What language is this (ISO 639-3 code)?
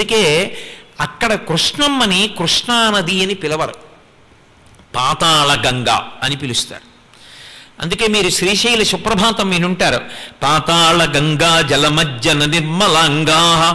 tel